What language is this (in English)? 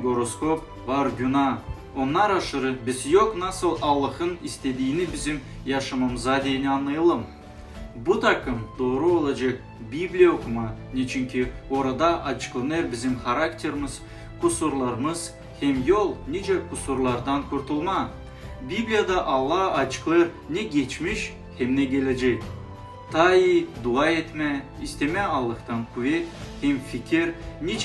Gagauz